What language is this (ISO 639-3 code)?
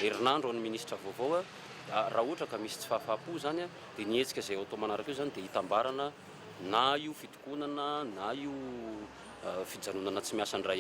mlg